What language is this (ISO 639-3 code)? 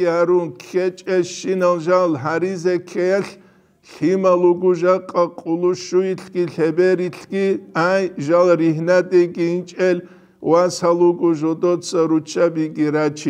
ava